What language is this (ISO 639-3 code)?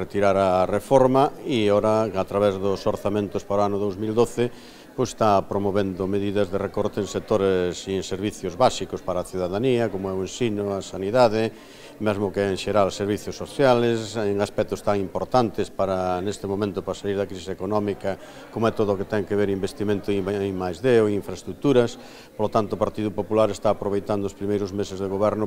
glg